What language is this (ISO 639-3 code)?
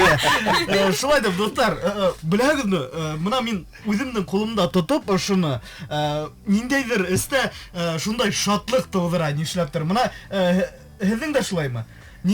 bak